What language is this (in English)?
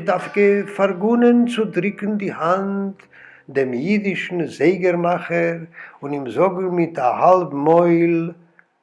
Yiddish